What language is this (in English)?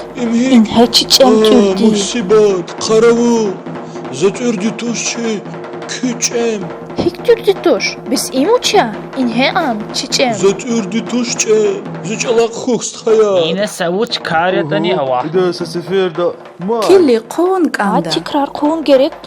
Lezghian